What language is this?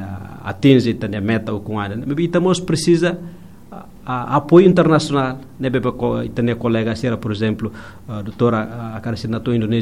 Tetum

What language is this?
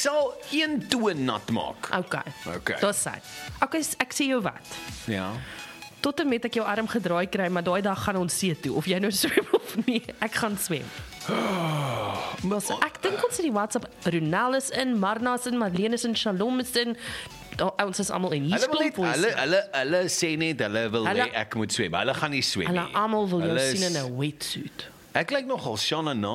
Afrikaans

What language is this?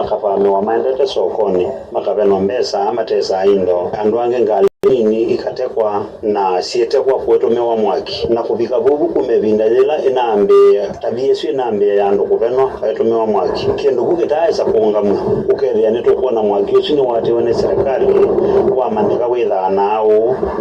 Kamba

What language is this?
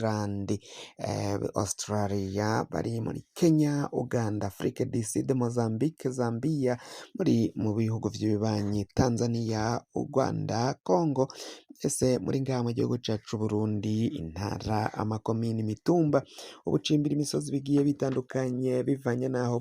Rundi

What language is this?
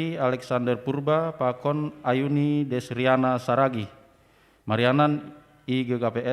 Batak Simalungun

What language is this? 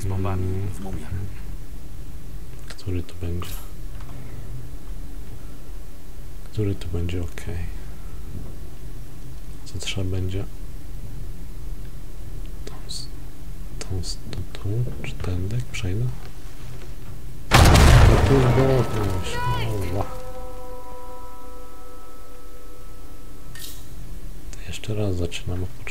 Polish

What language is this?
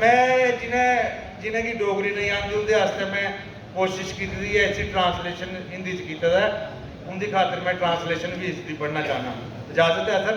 Dogri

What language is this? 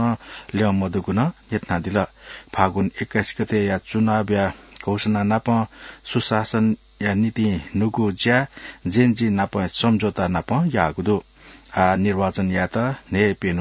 Newari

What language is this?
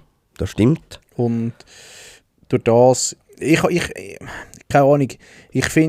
Swiss German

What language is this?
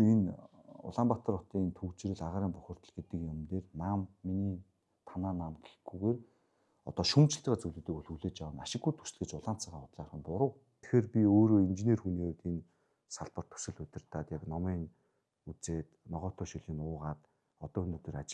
Mongolian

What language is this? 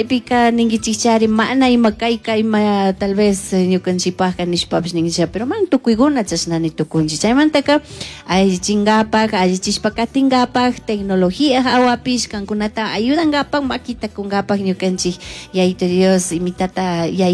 Chimborazo Highland Quichua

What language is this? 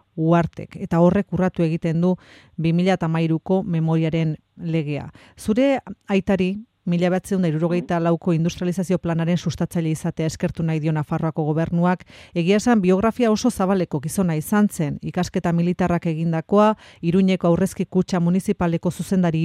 Basque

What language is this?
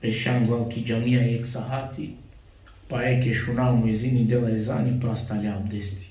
Balkan Romani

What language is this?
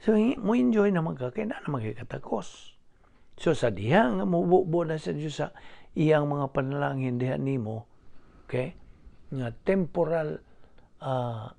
Cebuano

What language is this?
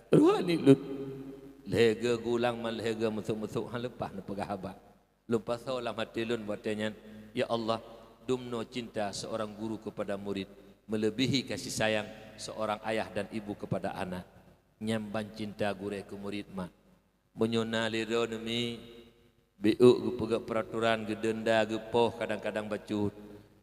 Achinese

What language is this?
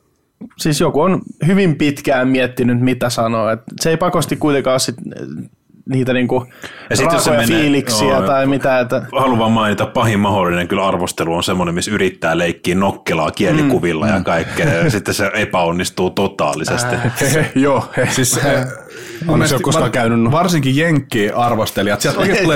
Finnish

